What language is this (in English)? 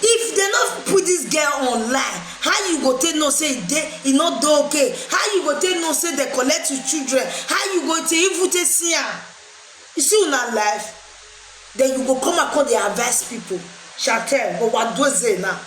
Nigerian Pidgin